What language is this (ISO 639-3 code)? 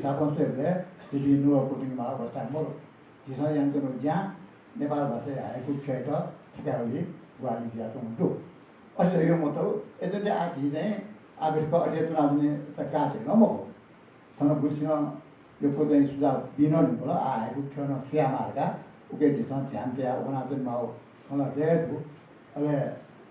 new